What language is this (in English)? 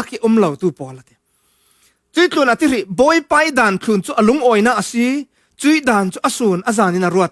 Falam Chin